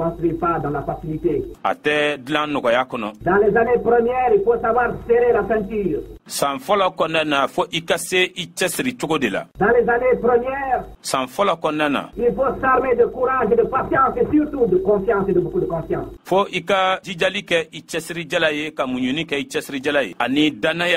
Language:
Bambara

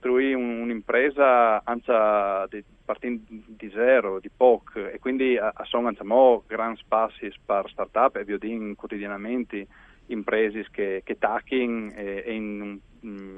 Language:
Friulian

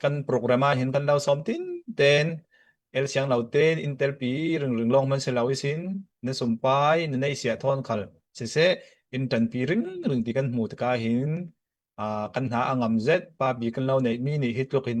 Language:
Hakha Chin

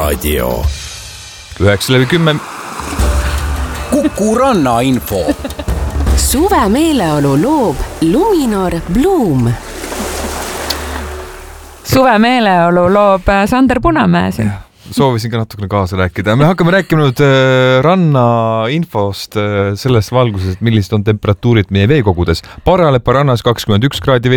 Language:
Estonian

